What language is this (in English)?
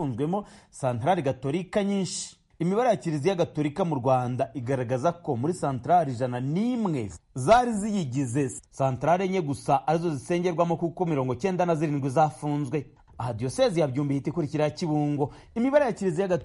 Kinyarwanda